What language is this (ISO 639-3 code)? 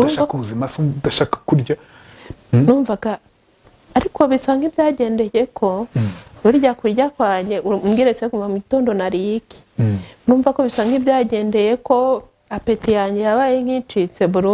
kin